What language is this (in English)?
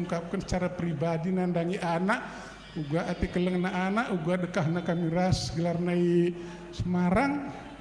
Batak Karo